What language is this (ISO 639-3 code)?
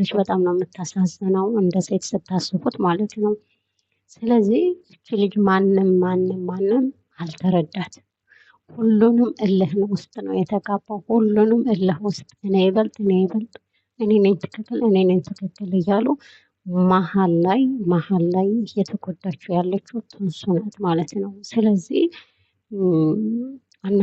amh